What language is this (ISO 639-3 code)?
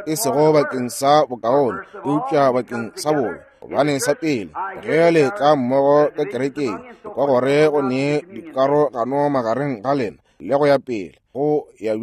nso